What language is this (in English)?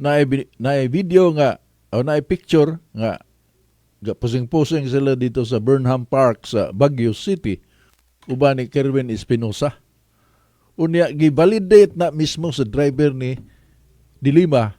Cebuano